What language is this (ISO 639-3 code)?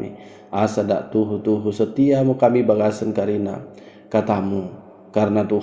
btd